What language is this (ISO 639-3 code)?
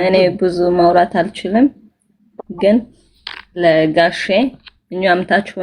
amh